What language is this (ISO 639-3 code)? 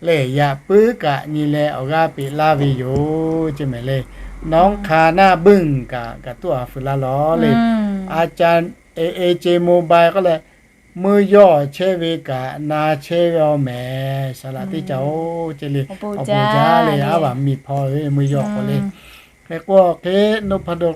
lhu